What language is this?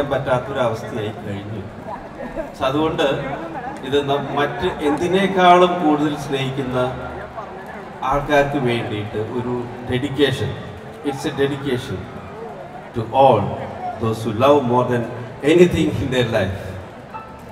Malayalam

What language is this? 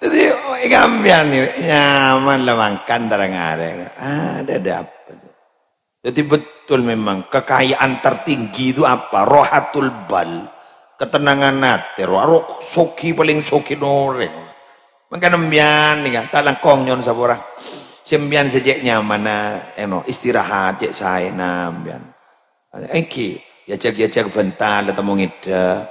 Madurese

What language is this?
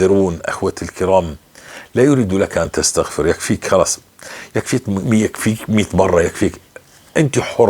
North Levantine Arabic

